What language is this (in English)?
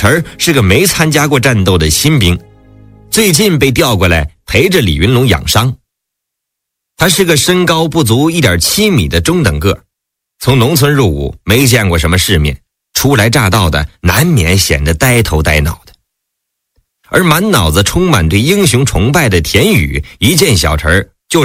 Chinese